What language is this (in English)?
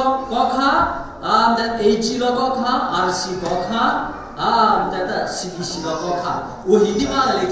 Hakha Chin